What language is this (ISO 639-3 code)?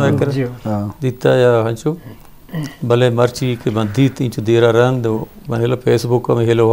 bgp